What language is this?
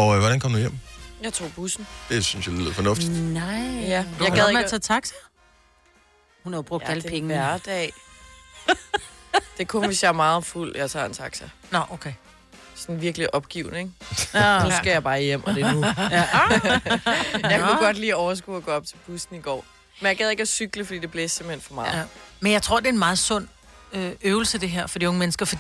Danish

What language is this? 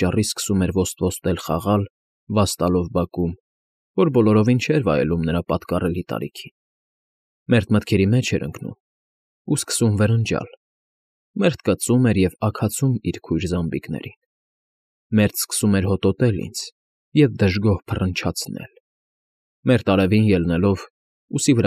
Armenian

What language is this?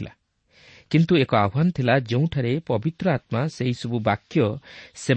Odia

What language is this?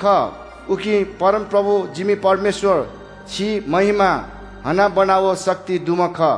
Newari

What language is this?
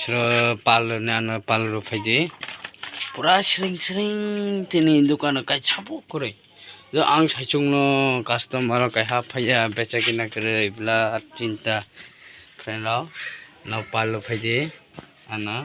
Kok Borok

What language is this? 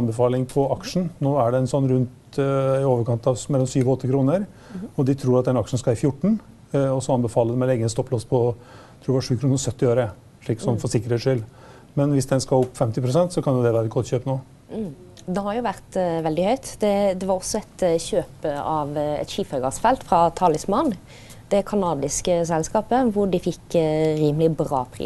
Norwegian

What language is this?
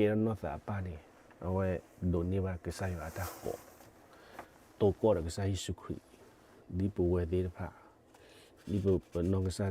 S'gaw Karen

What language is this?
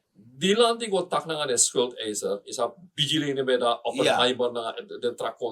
Sranan Tongo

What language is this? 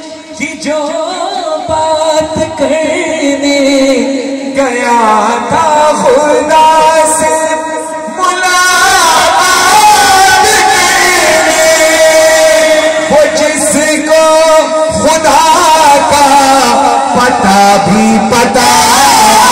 Urdu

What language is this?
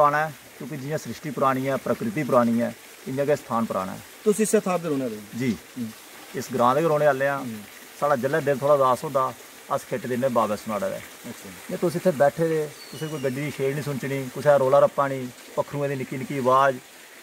Dogri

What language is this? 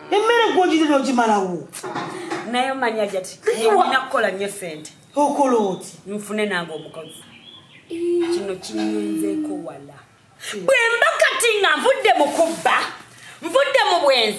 Ganda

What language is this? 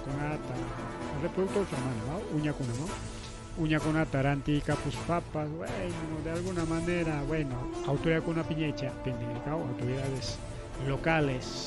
Ayacucho Quechua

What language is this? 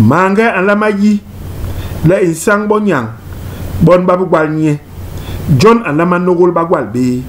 Basaa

